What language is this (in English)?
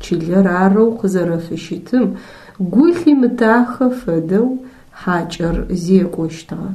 Adyghe